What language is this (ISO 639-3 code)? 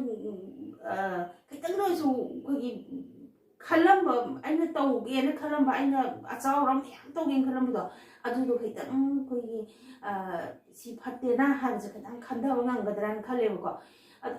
mni